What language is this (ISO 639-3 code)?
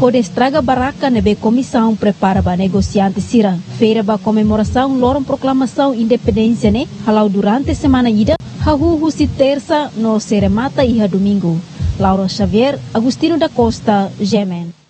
tet